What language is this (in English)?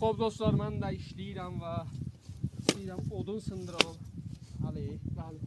South Azerbaijani